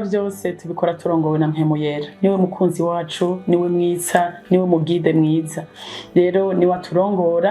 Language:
Rundi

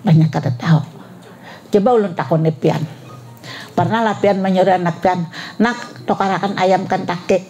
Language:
Banjar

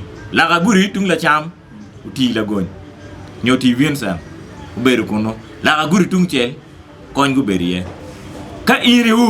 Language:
Acoli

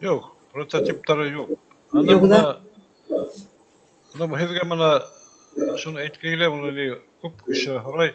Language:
Bashkir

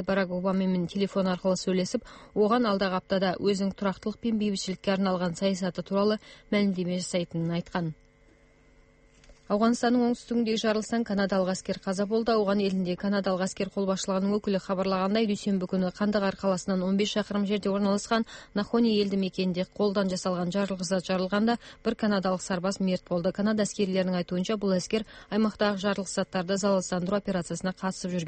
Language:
Kazakh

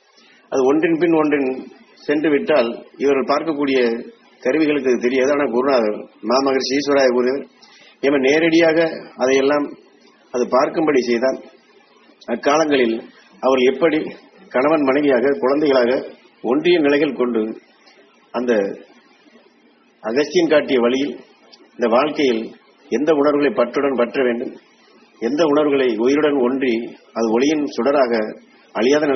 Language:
Tamil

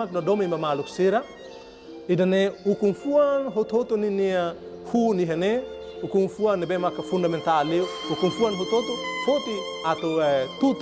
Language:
Tetum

